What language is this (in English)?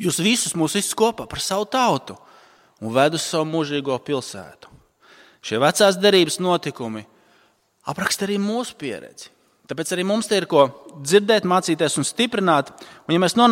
Latvian